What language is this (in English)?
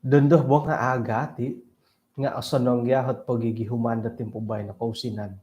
Central Dusun